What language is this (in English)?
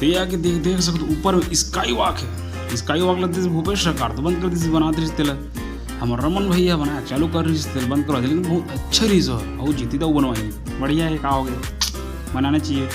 Chhattisgarhi